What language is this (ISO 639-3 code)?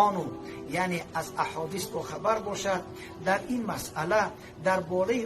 fas